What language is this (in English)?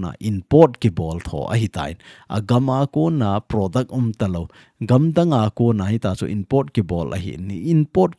Thado Chin